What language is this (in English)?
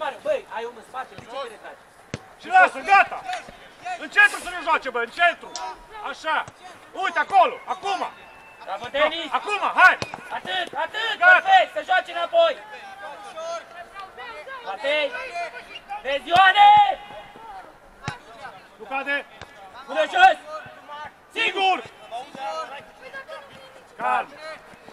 Romanian